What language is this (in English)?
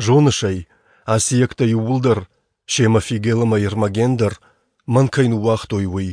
Ossetic